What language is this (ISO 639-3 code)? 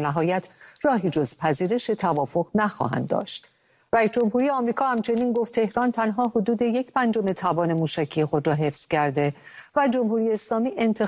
fas